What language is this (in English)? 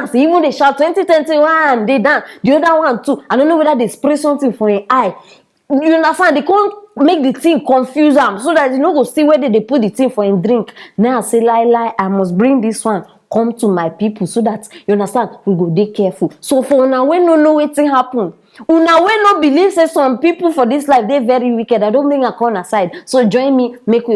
Nigerian Pidgin